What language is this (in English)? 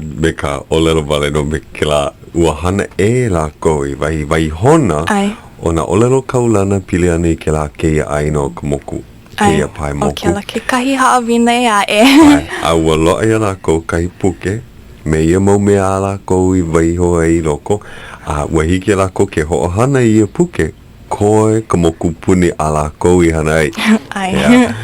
Hawaiian